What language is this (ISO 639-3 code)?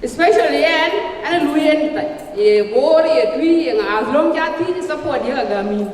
din